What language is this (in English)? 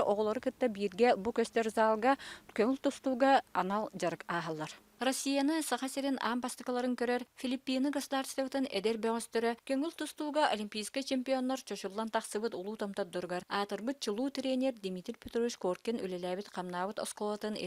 Yakut